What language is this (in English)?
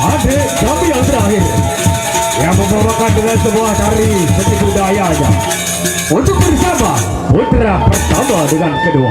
Sasak